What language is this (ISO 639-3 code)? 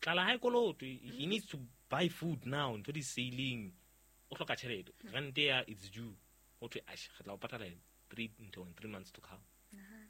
sot